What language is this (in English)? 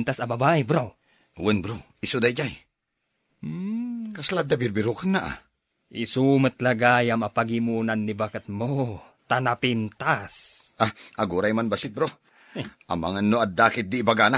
Iloko